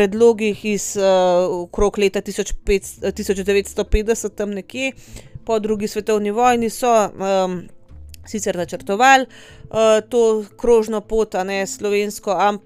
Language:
Slovenian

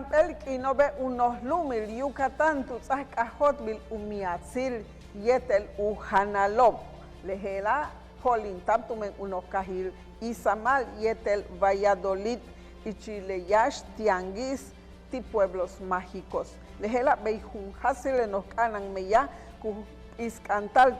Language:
Yucateco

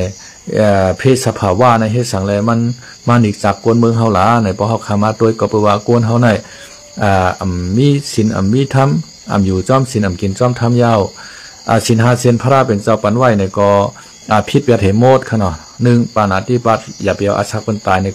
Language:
Shan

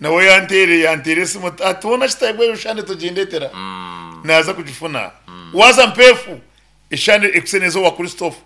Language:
Nyankole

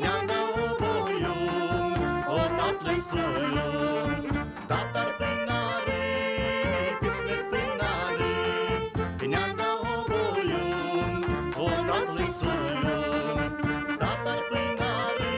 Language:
Gagauz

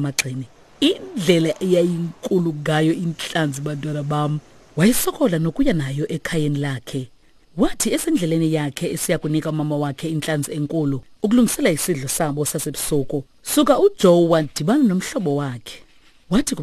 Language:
Xhosa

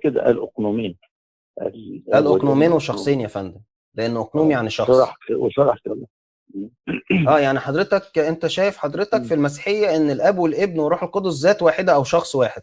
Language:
Egyptian Arabic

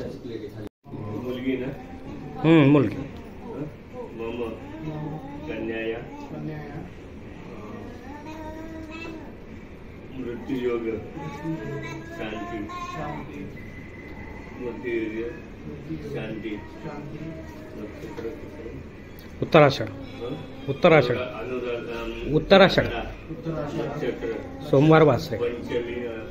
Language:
Marathi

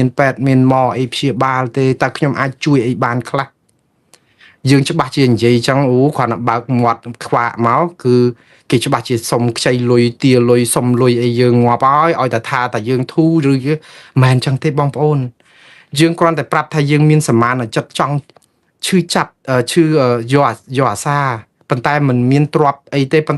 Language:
Khmer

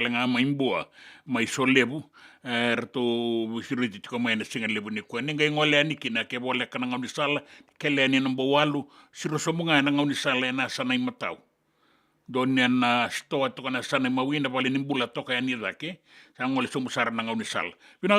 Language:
Fijian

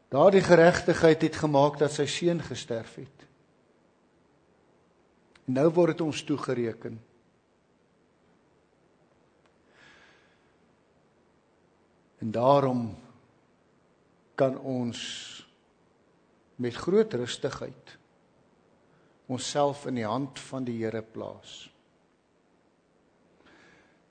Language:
Afrikaans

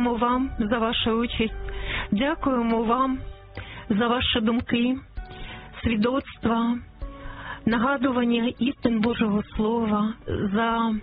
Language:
Ukrainian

